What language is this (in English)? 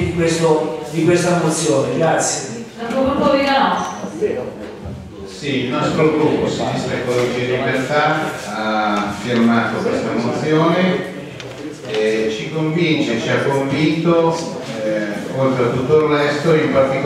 Italian